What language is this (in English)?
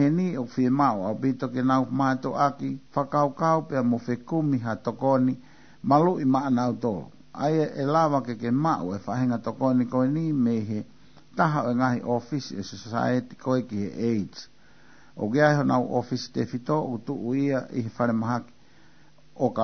Tongan